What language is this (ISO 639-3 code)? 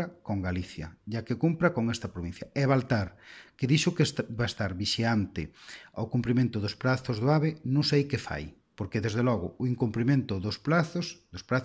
glg